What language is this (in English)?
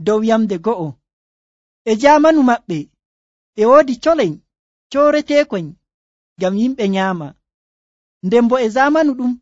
Nigerian Fulfulde